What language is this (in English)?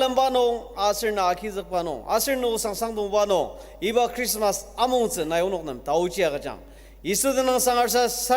Ao Naga